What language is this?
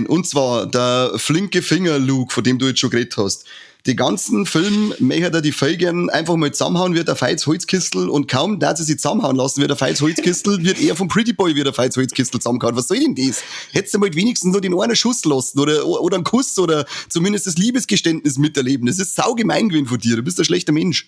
Bavarian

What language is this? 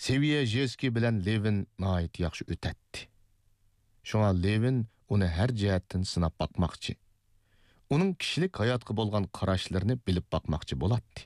Uyghur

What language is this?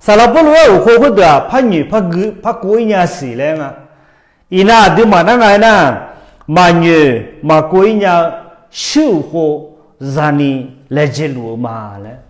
Akha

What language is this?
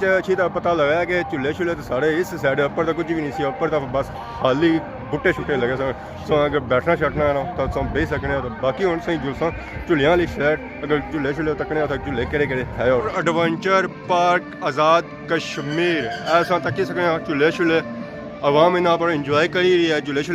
Pahari-Potwari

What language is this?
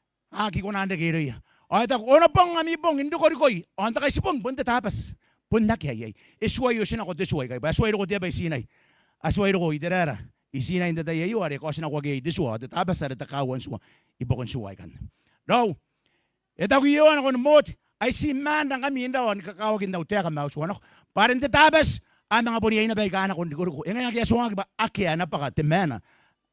Gilbertese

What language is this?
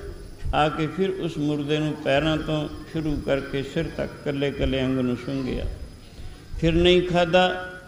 Punjabi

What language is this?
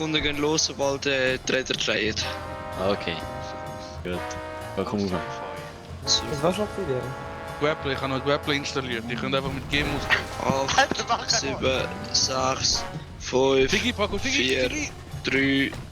Swiss German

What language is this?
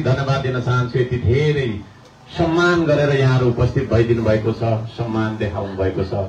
Nepali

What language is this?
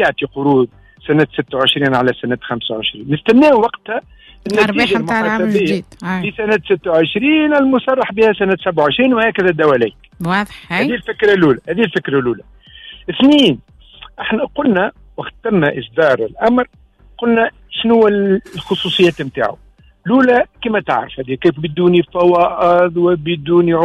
Tunisian Arabic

